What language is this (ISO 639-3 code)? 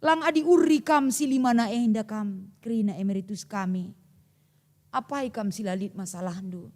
btx